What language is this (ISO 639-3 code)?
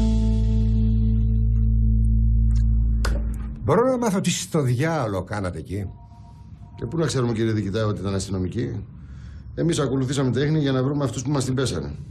ell